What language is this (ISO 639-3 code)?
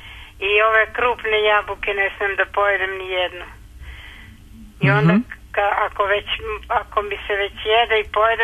srp